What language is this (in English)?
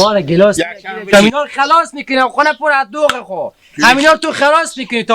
Hazaragi